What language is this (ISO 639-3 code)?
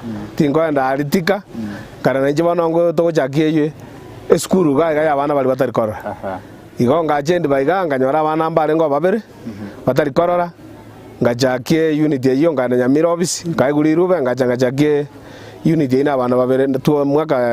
guz